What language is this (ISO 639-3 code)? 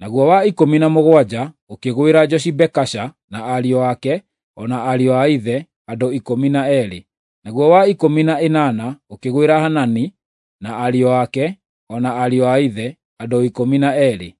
kik